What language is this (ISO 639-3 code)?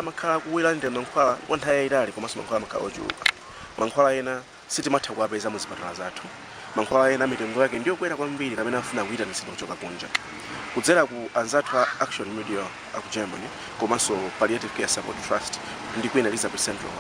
nya